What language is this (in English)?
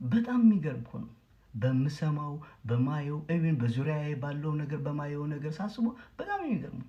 Amharic